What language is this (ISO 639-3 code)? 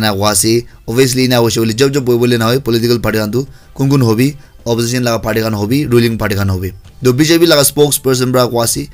nag